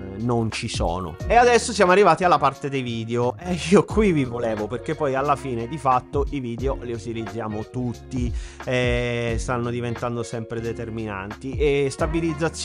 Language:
Italian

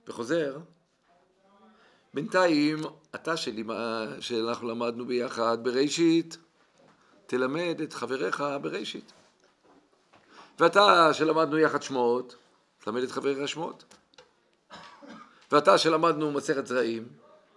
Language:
Hebrew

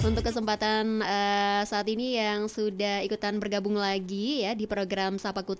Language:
Indonesian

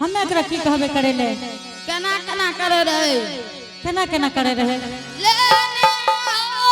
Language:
Angika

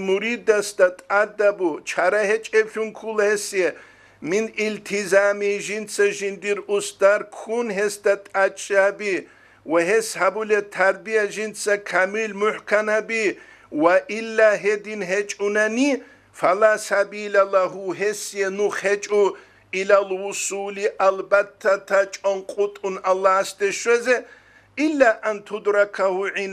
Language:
Avaric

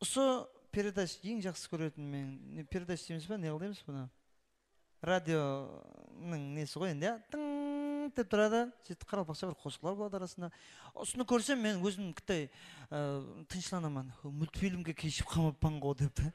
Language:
Kara-Kalpak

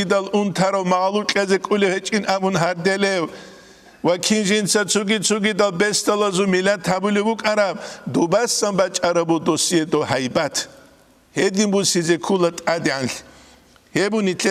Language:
Avaric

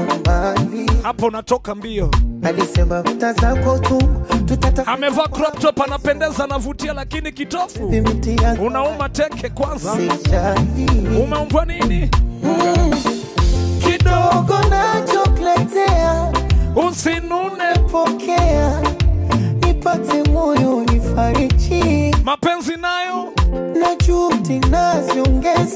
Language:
Swahili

